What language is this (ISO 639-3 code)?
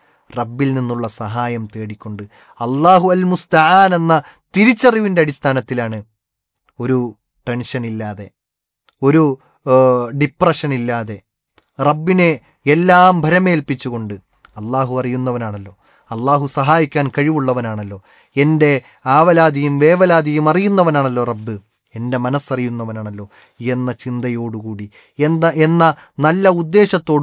mal